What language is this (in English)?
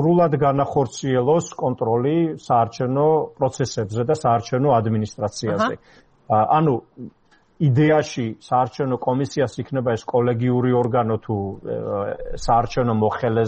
Georgian